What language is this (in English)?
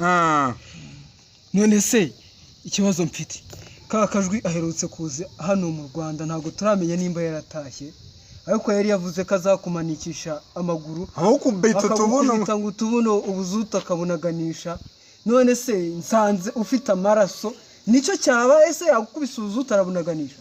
Kinyarwanda